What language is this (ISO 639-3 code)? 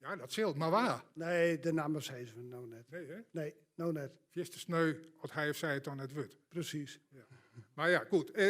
fry